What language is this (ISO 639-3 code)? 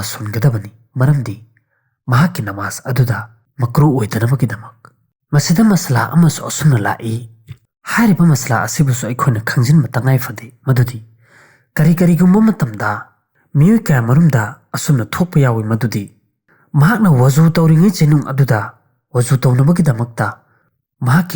mni